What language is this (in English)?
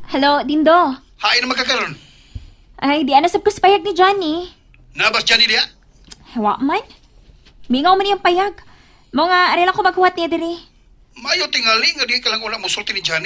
Cebuano